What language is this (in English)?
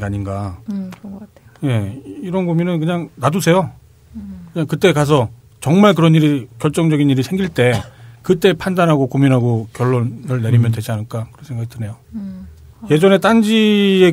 Korean